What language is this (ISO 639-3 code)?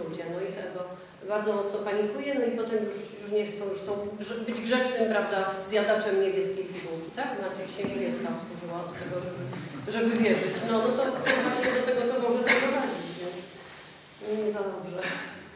pol